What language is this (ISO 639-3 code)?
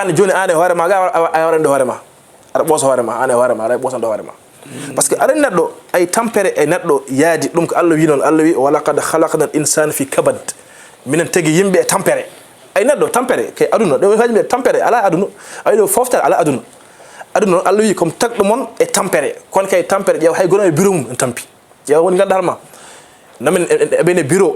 ful